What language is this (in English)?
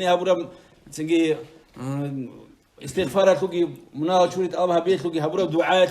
Avaric